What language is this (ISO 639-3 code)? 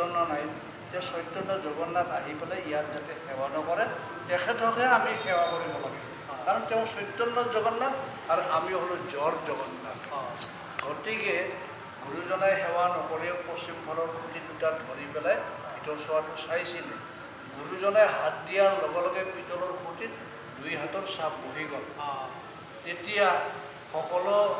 asm